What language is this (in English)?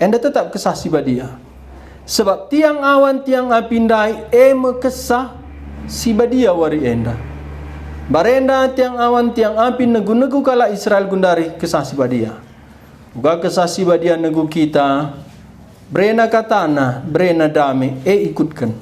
Batak Karo